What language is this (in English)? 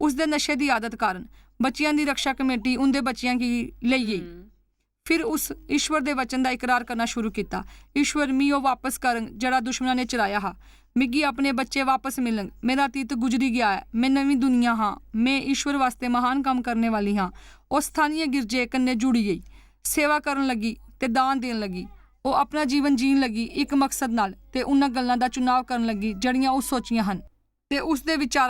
Dogri